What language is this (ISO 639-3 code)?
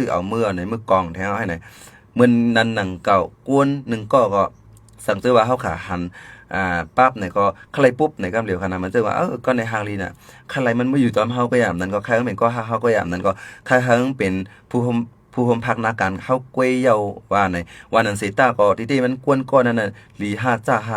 shn